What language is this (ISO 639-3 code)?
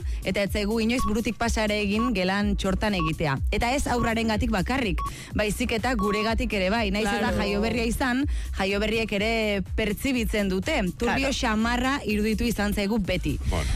eus